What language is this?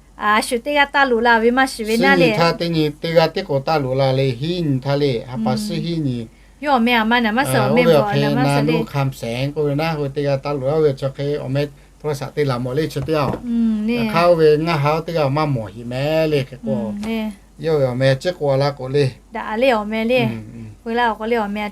Lahu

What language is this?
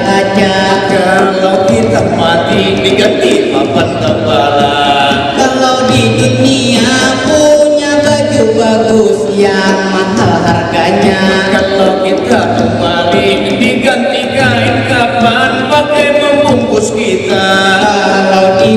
Banjar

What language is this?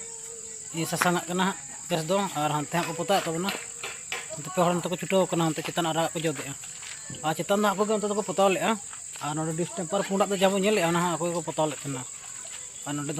Santali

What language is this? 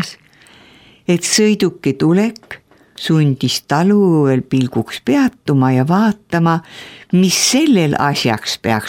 Estonian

